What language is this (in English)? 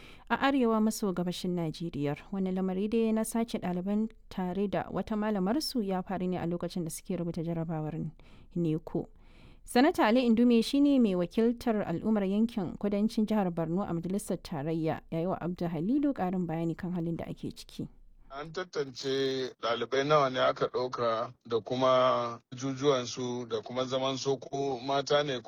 Hausa